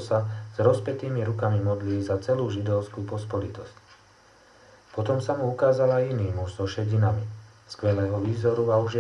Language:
Slovak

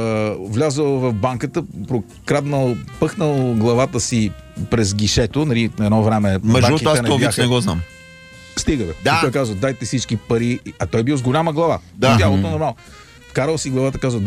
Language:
Bulgarian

